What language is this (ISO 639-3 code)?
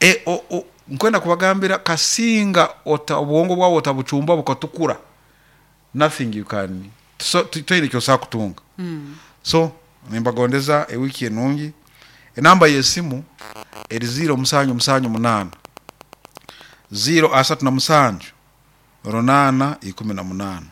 nyo